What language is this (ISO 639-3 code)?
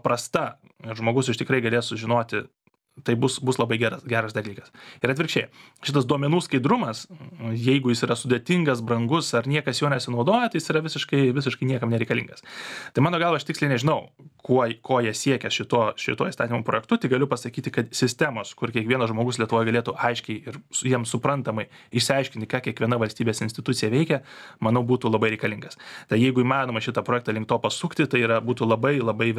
lit